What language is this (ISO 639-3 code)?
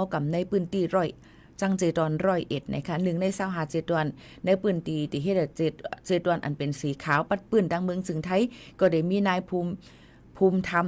shn